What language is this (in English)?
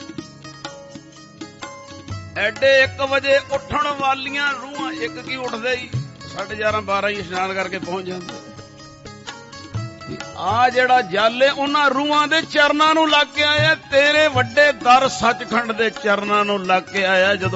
Punjabi